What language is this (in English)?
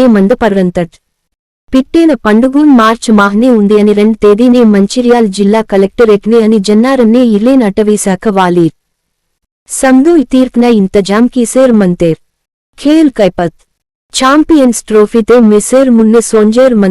Gondi